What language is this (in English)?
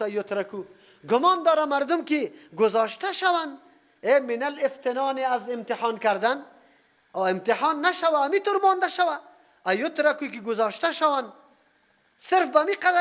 Persian